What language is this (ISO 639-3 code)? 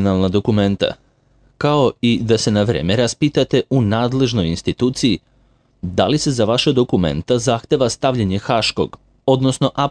srp